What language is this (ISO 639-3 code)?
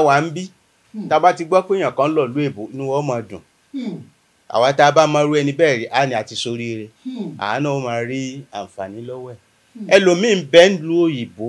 yor